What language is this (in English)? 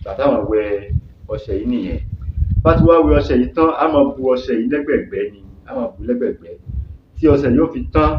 Yoruba